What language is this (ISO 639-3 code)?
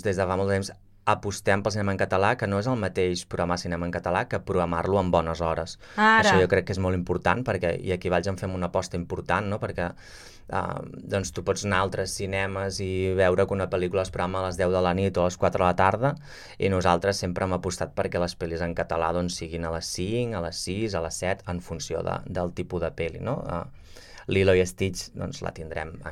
cat